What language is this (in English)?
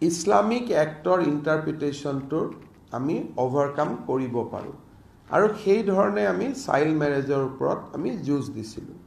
Assamese